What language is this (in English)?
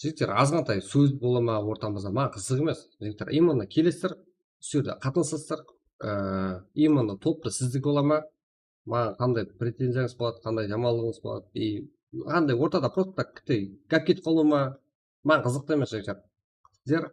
Kara-Kalpak